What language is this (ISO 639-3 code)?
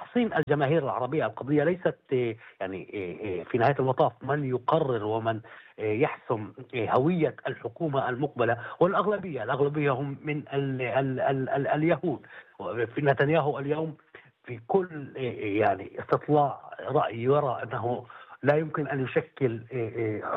apc